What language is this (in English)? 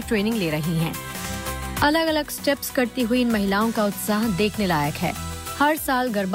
Hindi